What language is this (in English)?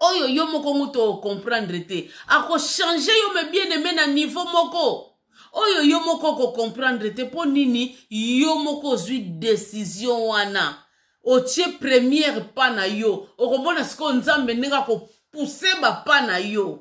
Lingala